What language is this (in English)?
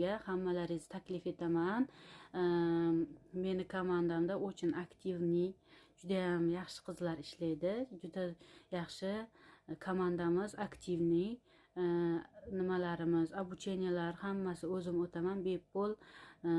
Uzbek